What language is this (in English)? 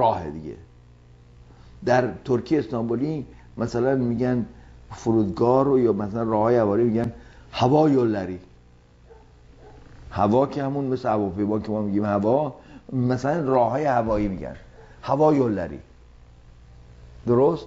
Persian